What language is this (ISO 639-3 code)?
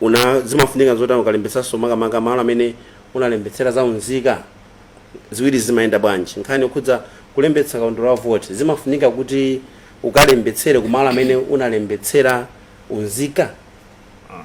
nya